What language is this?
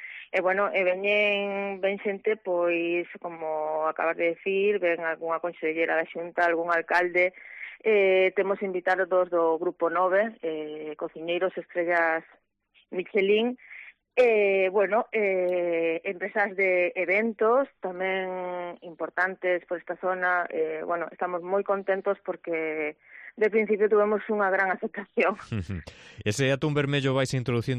Galician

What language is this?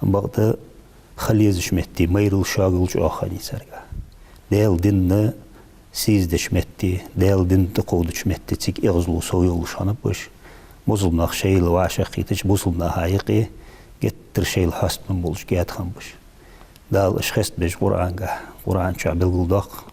Ingush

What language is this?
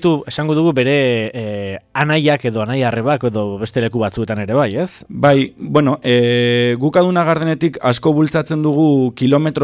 Basque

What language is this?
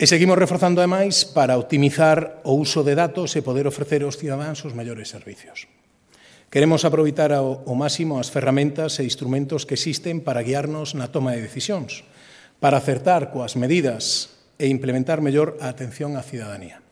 Galician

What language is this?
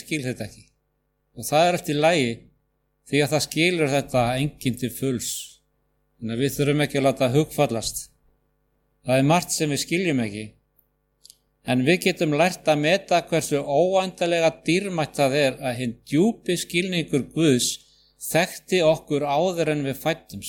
Icelandic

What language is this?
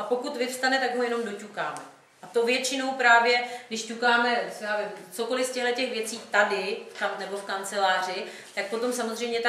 Czech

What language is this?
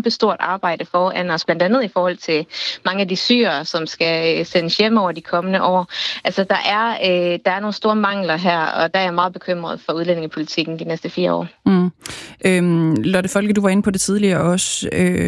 Danish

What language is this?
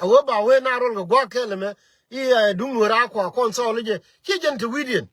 Nuer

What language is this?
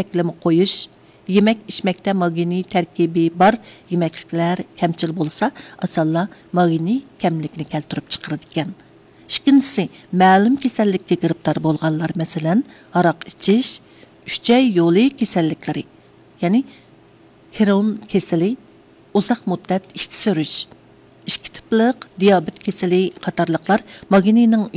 Uyghur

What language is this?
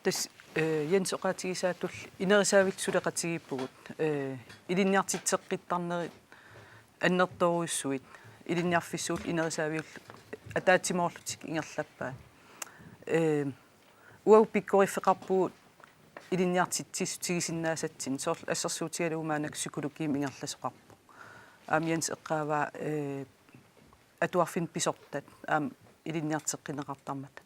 Kalaallisut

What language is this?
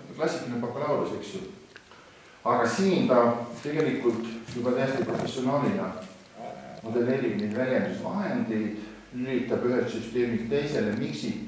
Estonian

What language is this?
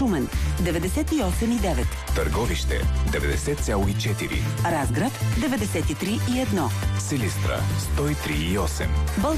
Bulgarian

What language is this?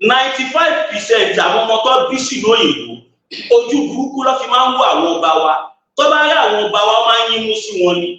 Yoruba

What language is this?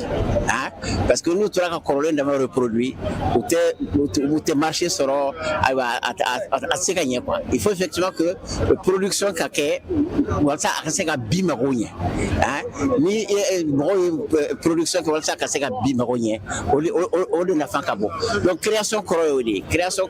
Bambara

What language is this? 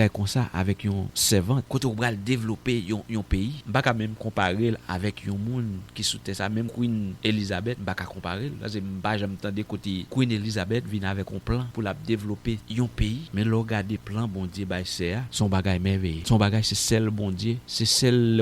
Haitian Creole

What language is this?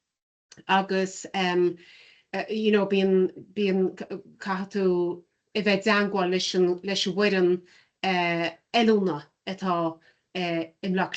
Irish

